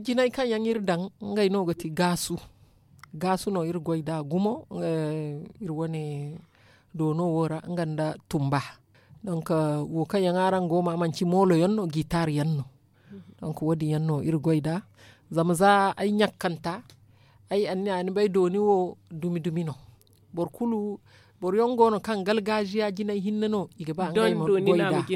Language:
Zarma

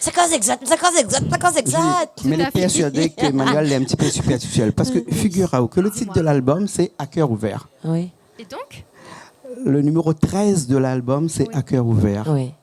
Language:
Réunion Creole French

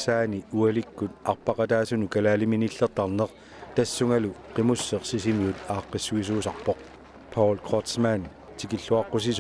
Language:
Kalaallisut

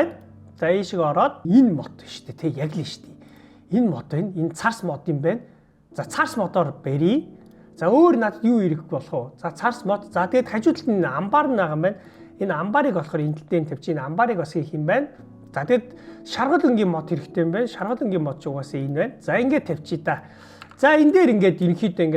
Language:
Mongolian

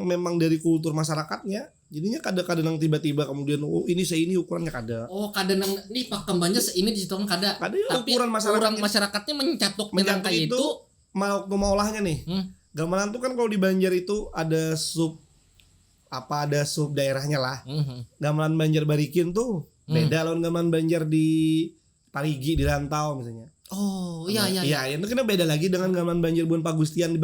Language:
Banjar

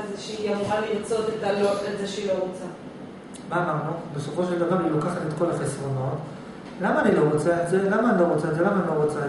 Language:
Hebrew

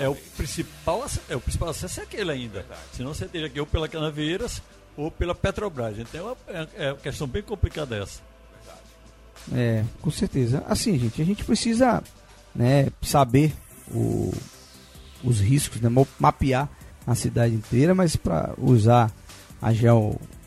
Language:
Portuguese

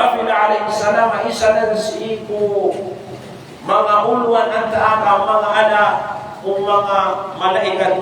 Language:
Maranao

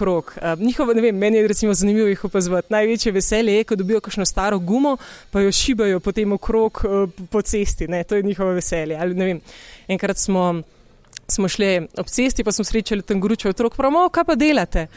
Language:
Slovenian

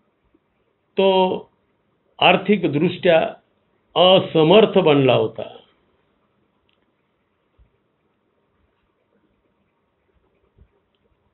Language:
Marathi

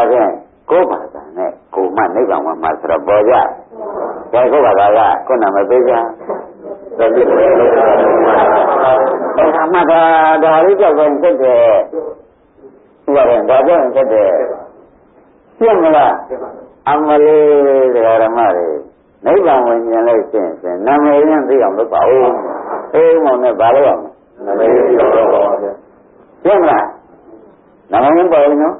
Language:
Burmese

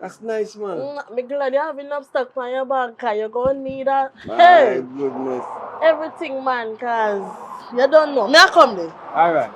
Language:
Jamaican Creole English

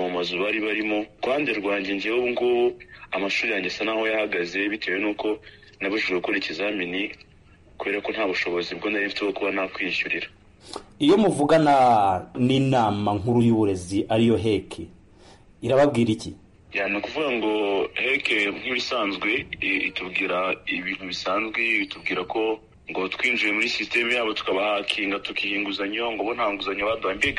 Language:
Kinyarwanda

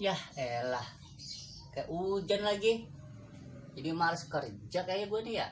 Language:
Betawi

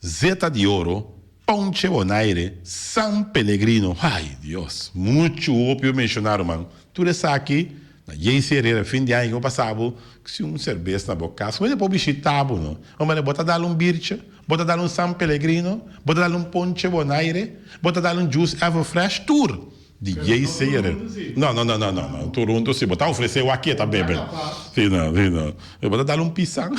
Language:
Papiamento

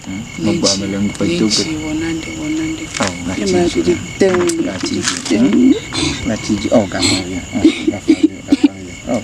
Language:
Ewe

